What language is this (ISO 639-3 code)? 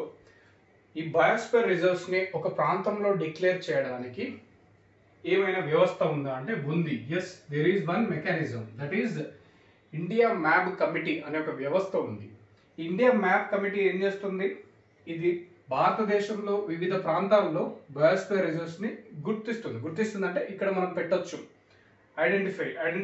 tel